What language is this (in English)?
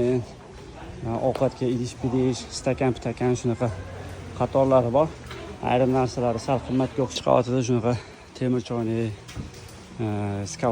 Uzbek